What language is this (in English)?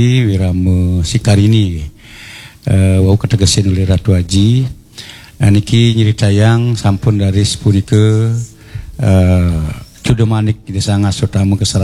Balinese